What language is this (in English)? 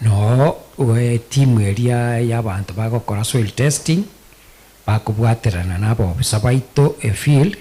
Gusii